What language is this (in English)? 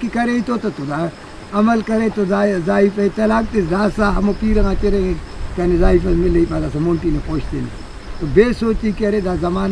Brahui